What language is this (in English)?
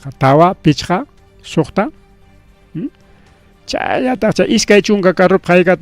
Ayacucho Quechua